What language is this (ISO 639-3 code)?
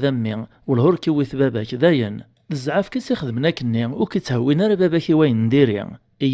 kab